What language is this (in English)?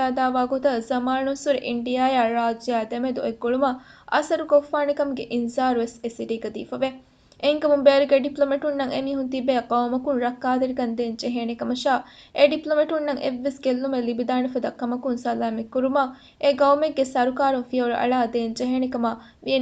Divehi